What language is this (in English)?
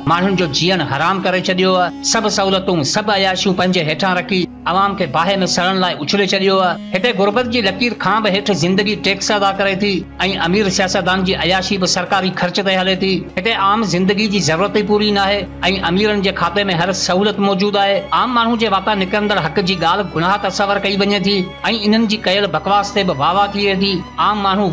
Sindhi